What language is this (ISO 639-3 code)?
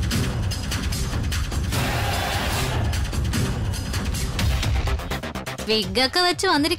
mal